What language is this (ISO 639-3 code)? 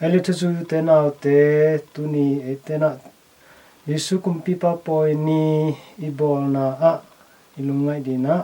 ctd